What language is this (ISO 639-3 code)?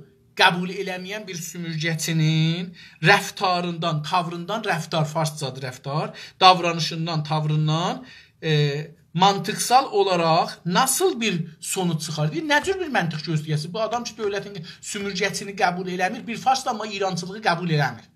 azb